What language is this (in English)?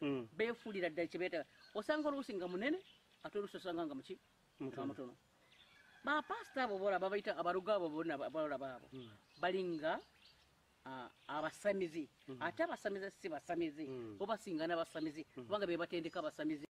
Ganda